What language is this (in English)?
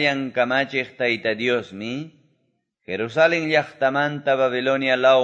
Quechua